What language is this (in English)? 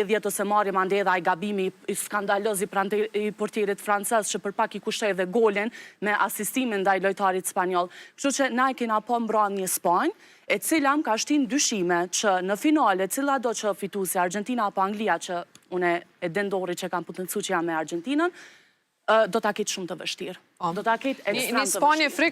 Albanian